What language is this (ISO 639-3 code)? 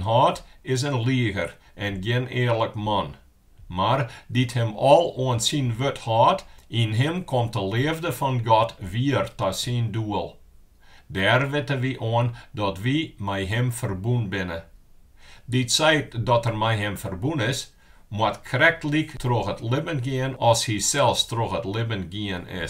fry